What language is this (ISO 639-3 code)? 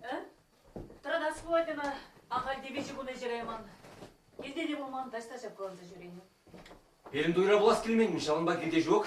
chv